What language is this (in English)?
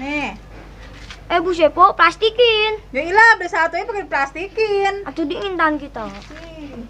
Betawi